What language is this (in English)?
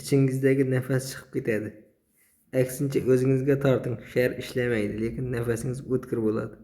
Uzbek